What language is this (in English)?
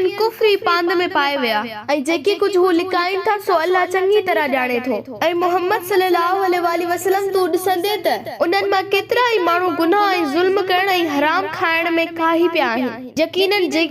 Sindhi